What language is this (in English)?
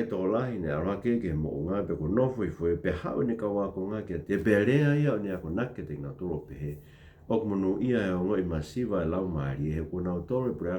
Tongan